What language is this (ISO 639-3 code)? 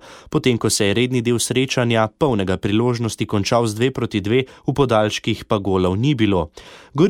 slv